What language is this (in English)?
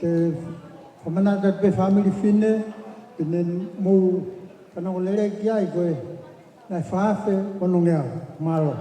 Tongan